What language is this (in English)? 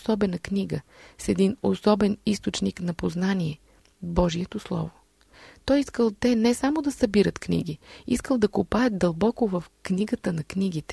Bulgarian